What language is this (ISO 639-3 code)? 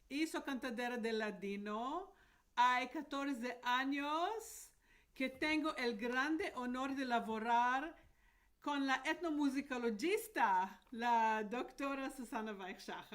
lad